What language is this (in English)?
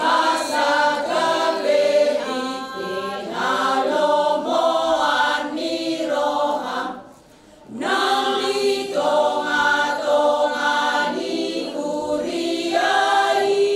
Batak Toba